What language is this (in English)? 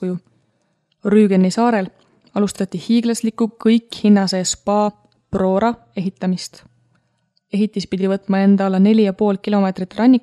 Estonian